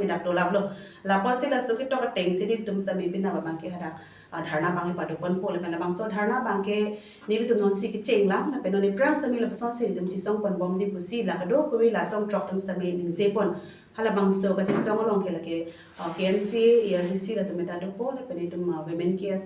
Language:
Karbi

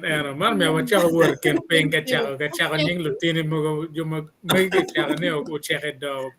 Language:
Acoli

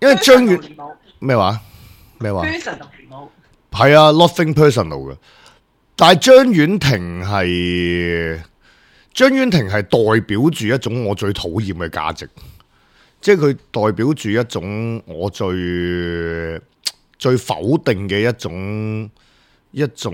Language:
Cantonese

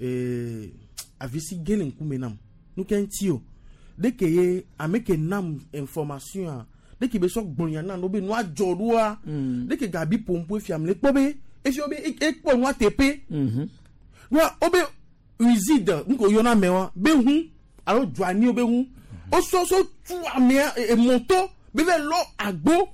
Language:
Gen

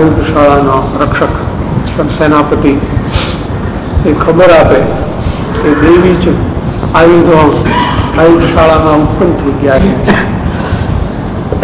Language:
Gujarati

